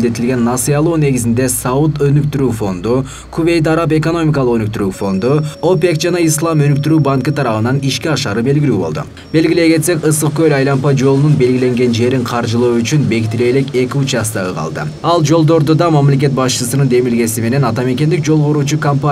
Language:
Kyrgyz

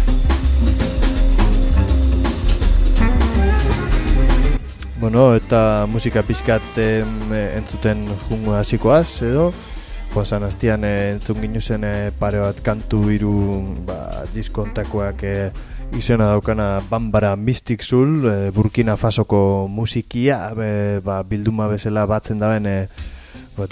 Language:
Basque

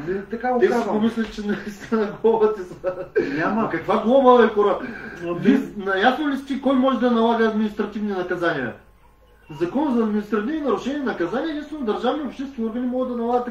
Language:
Bulgarian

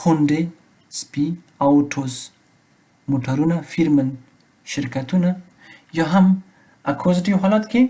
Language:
Pashto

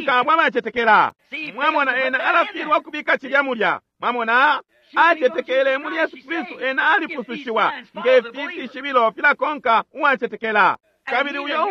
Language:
Bemba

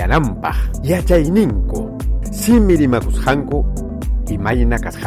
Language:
Ayacucho Quechua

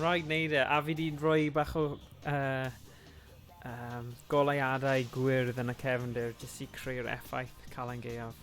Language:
Welsh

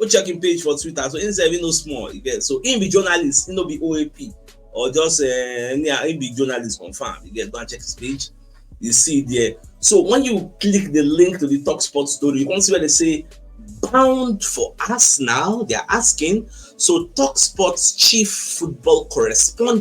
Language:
Nigerian Pidgin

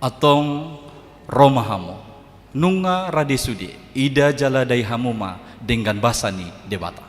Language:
Batak Toba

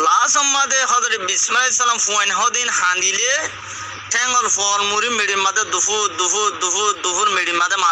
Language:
Rohingya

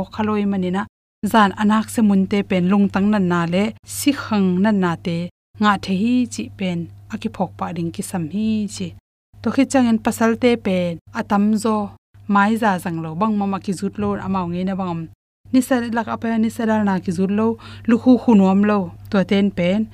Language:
Tedim Chin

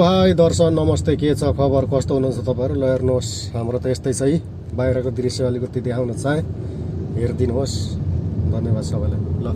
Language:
Nepali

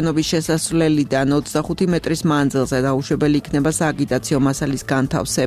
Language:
Georgian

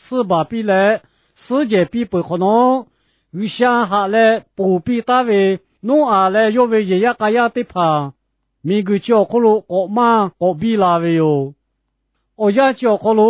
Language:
Lahu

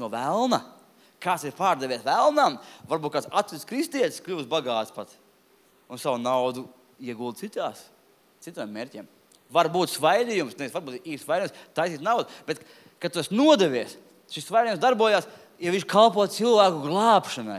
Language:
Latvian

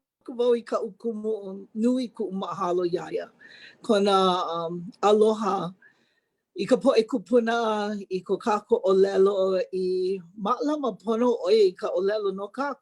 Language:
Hawaiian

